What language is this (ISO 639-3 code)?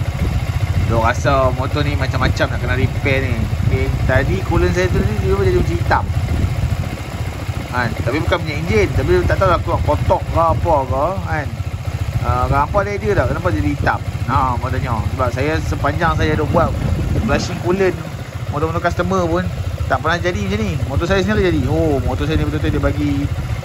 msa